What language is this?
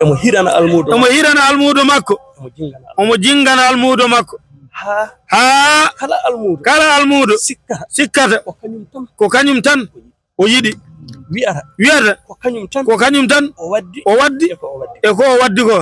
Fula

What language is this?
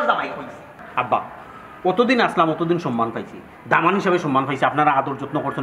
Sylheti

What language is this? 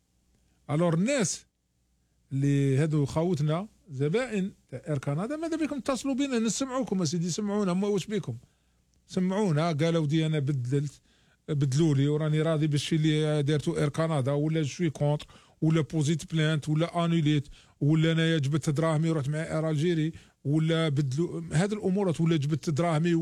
Algerian Arabic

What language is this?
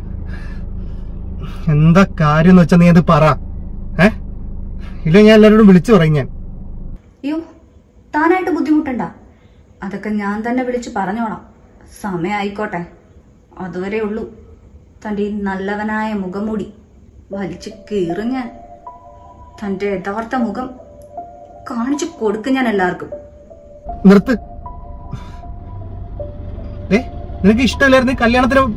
Malayalam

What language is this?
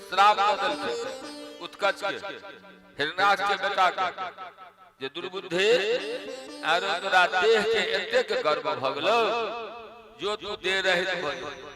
Maithili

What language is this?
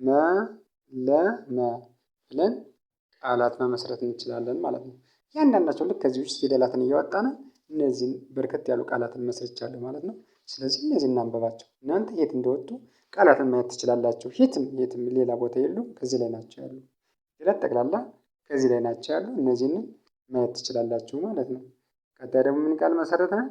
Amharic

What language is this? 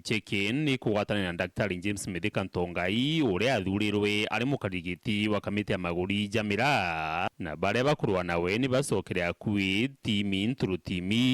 Meru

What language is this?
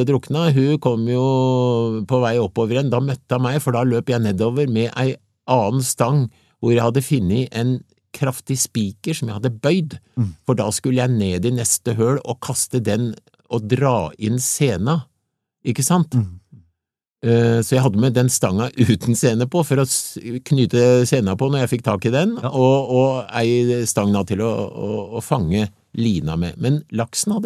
Norwegian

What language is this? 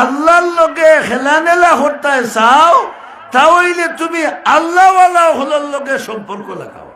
Sylheti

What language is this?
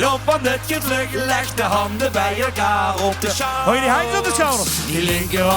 Limburgish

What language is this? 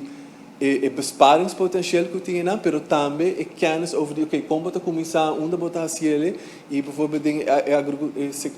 Papiamento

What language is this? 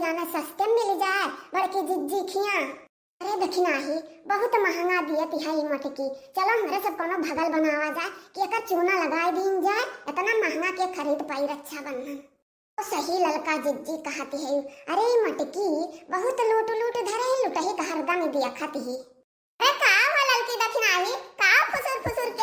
Awadhi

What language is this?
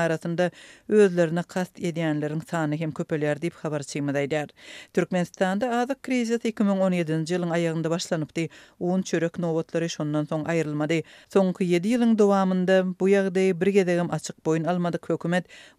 Turkmen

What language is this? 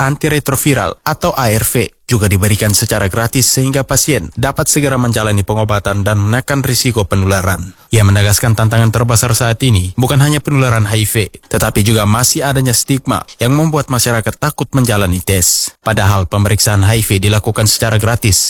Indonesian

